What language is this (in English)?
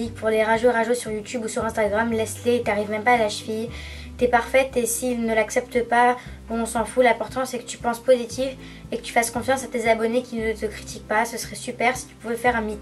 French